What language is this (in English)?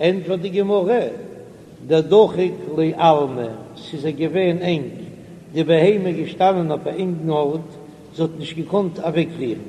Yiddish